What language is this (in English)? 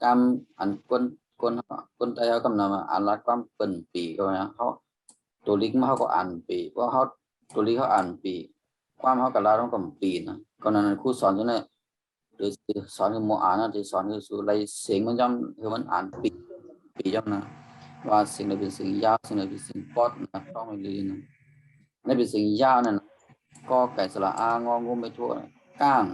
Shan